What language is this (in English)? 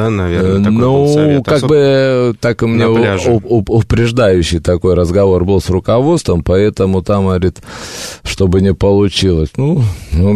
Russian